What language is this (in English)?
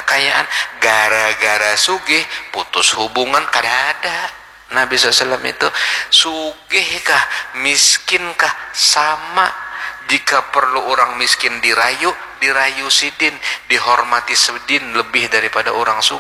Banjar